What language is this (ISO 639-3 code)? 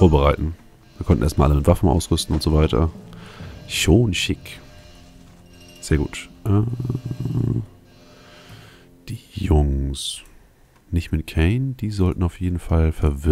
deu